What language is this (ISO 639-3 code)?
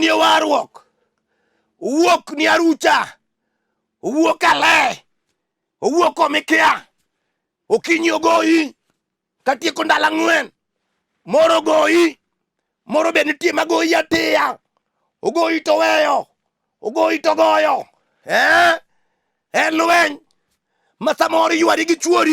luo